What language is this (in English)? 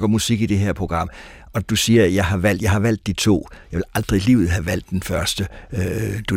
Danish